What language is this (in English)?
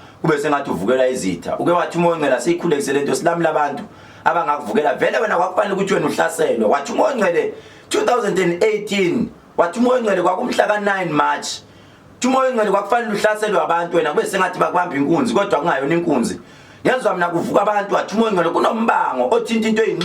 Zulu